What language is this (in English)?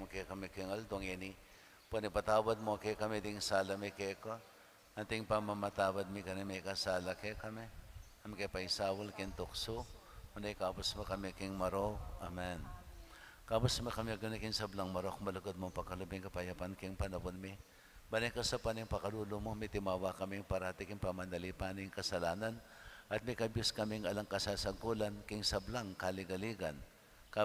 Pampanga